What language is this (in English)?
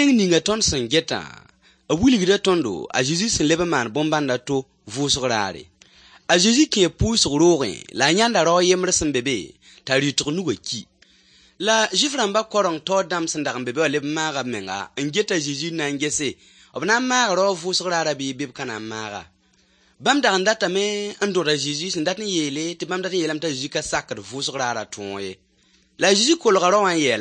Mossi